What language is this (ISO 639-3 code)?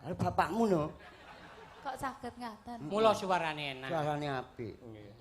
jav